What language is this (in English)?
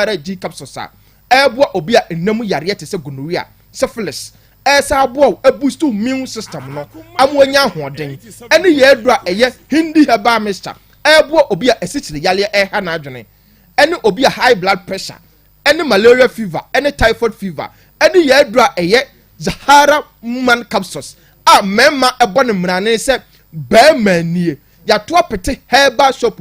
Akan